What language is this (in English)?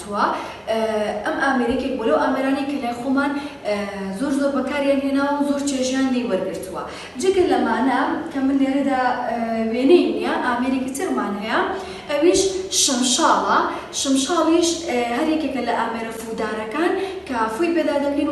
Central Kurdish